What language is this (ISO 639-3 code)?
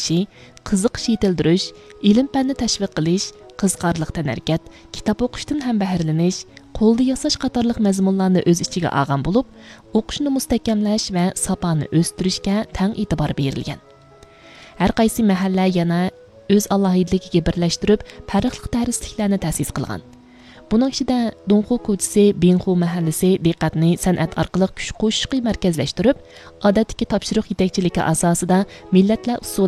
uig